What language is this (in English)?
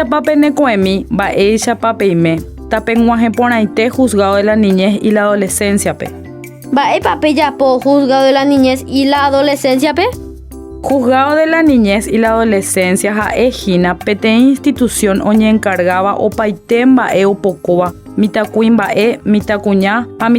Guarani